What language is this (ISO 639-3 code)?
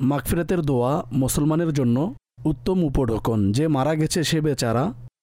ben